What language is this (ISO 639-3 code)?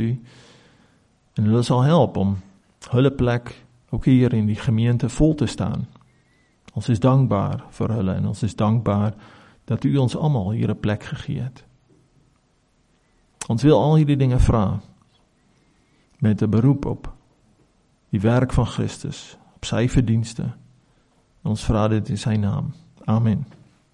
afr